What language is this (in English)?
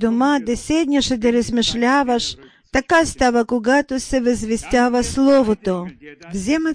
Bulgarian